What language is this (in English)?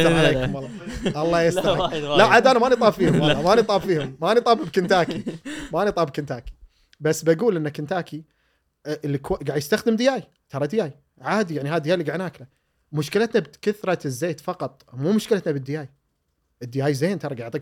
Gulf Arabic